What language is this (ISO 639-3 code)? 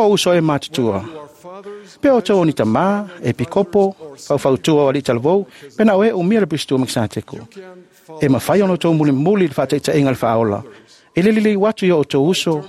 smo